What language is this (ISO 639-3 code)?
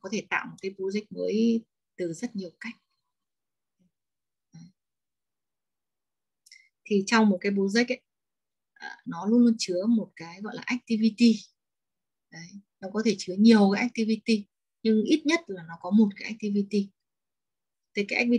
vie